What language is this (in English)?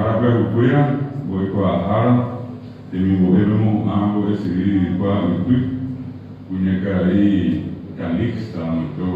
Guarani